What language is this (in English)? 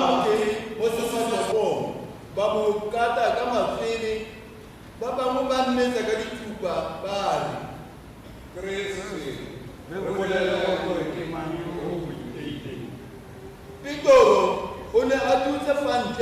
Tswana